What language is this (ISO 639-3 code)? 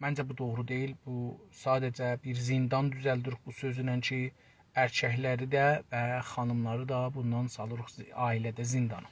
azb